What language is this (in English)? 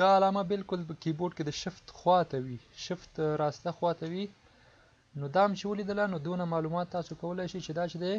Pashto